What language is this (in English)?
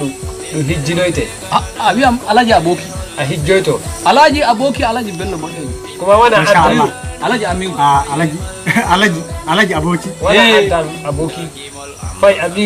Nigerian Fulfulde